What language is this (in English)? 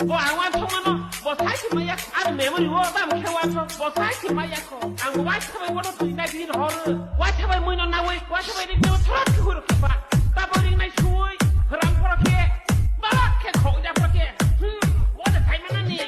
Kok Borok